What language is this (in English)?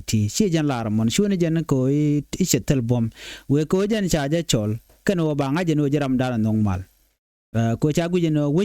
Nuer